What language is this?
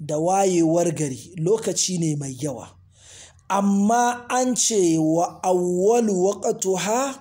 Hausa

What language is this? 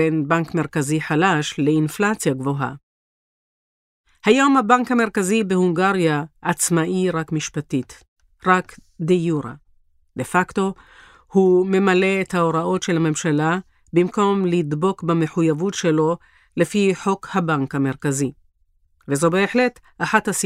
Hebrew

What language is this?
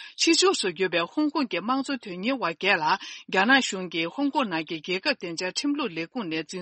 Tibetan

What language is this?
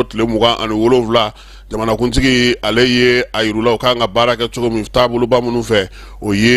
Bambara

